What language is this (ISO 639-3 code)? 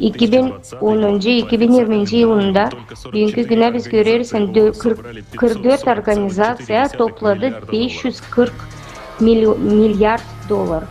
gag